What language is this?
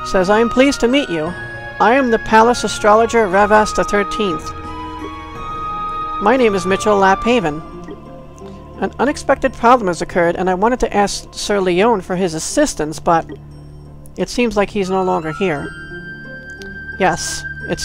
English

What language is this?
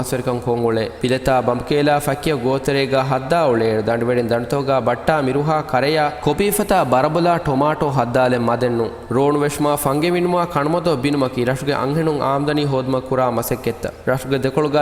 Divehi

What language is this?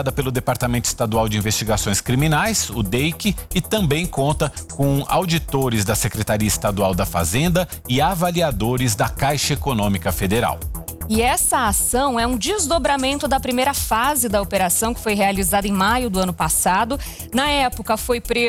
Portuguese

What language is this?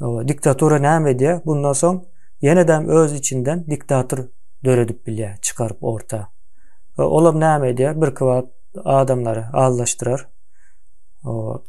Turkmen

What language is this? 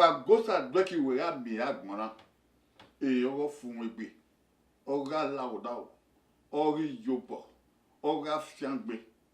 Bini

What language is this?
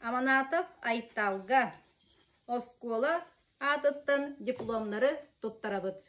Yakut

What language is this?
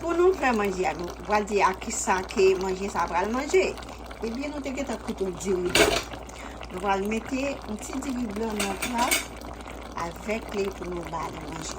Haitian Creole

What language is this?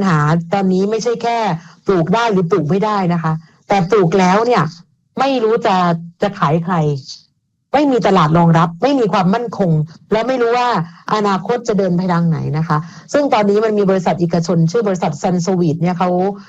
Thai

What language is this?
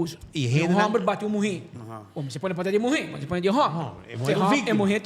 Papiamento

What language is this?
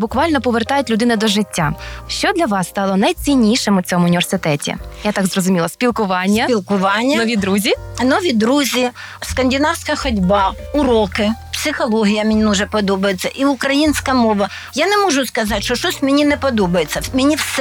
Ukrainian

